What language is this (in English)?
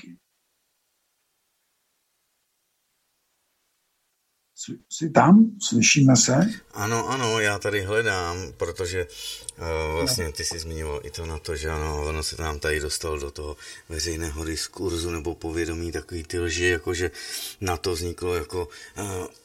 Czech